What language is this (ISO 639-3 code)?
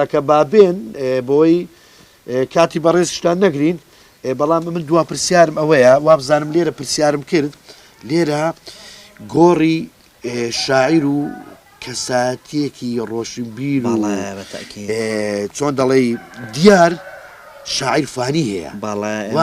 ckb